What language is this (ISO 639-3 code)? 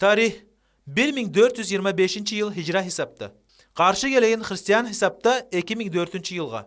kum